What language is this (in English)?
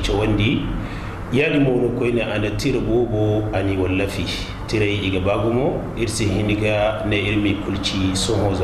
Zarma